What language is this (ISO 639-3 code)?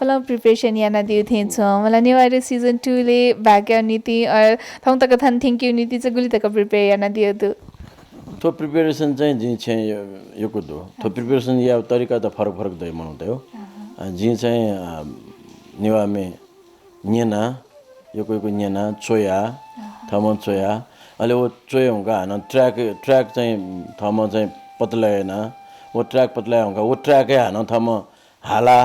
new